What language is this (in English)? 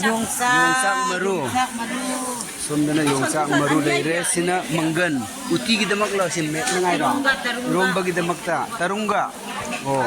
Manipuri